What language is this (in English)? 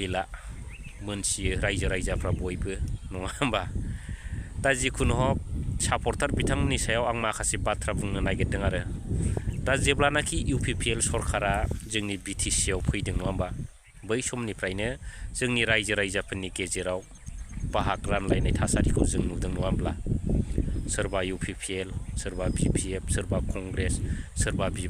Bodo